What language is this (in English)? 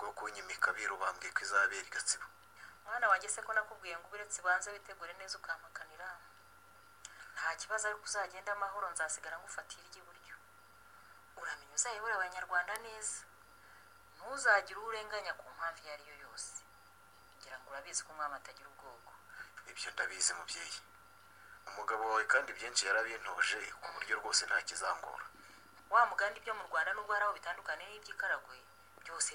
Kinyarwanda